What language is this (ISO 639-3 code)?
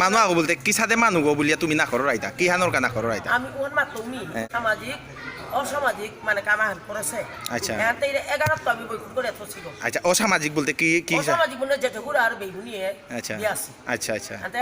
bpy